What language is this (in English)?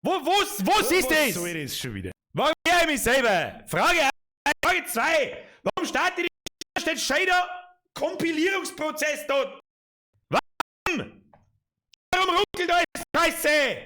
Bavarian